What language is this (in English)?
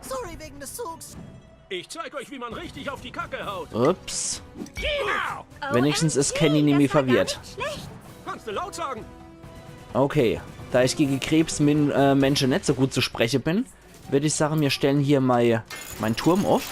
Palatine German